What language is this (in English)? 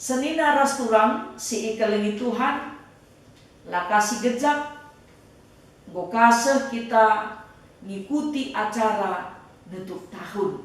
Batak Karo